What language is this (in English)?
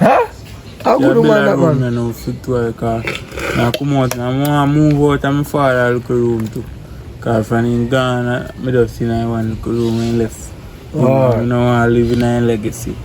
Jamaican Creole English